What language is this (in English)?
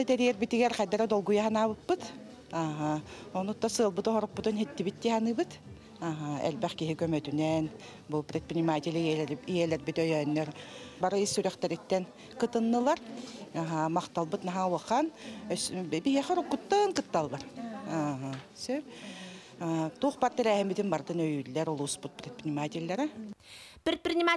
Yakut